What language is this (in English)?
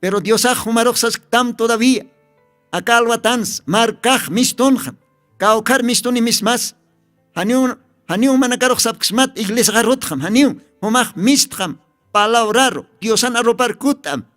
Aymara